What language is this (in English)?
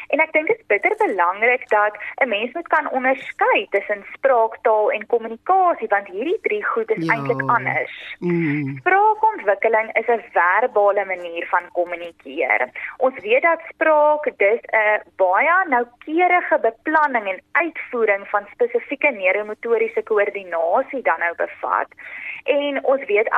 Afrikaans